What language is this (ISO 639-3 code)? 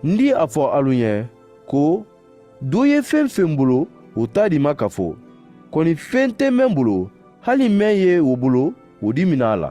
man